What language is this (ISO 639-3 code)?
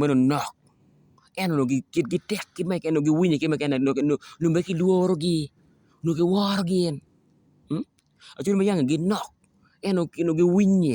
ach